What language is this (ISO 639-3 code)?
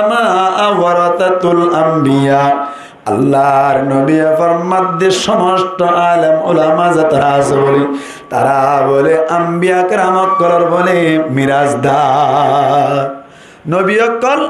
rhg